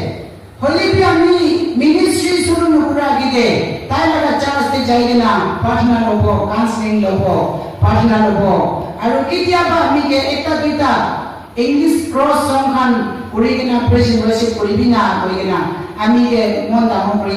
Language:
Naga Pidgin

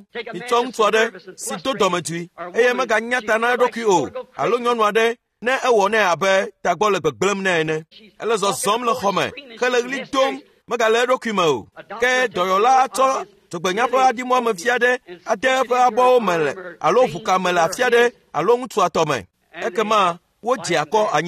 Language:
Ewe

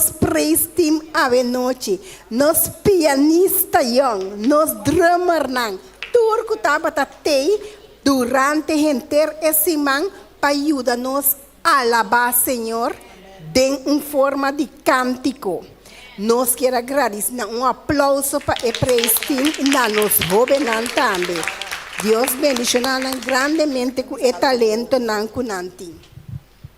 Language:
Papiamento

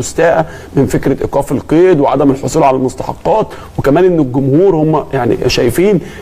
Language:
Egyptian Arabic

